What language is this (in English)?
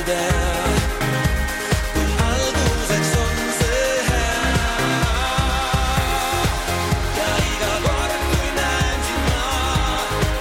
Estonian